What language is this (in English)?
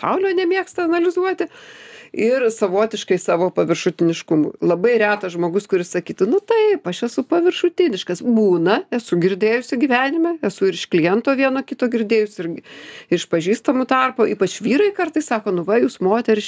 Lithuanian